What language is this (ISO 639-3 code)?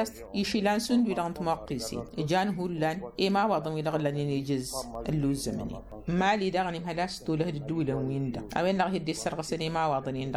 taq